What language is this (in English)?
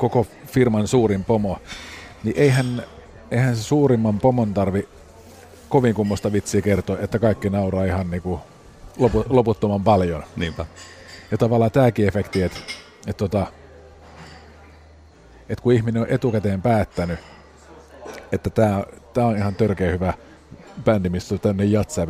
Finnish